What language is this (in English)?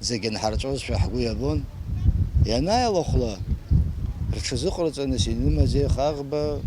Abkhazian